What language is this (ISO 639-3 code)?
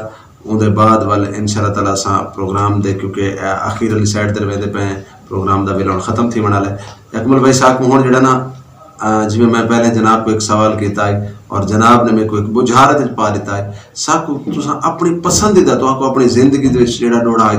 lah